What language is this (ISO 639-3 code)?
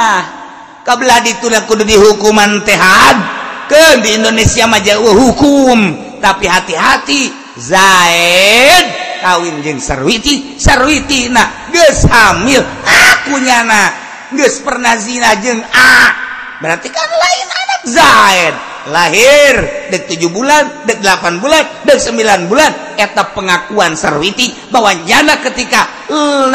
sun